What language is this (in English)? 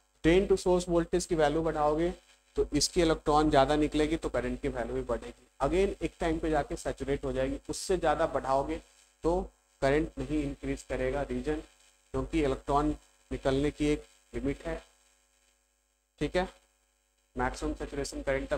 Hindi